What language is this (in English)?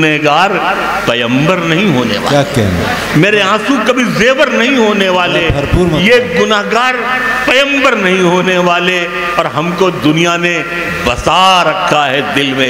Urdu